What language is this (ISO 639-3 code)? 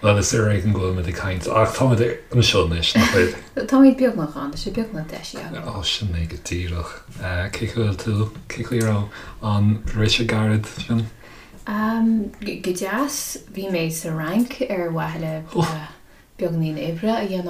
gle